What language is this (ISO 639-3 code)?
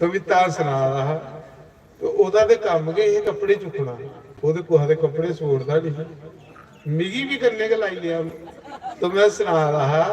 doi